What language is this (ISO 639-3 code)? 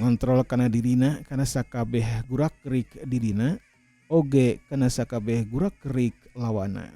sun